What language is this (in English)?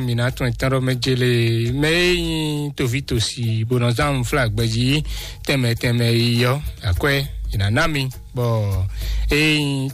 Fon